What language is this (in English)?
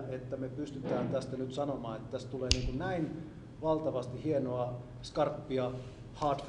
Finnish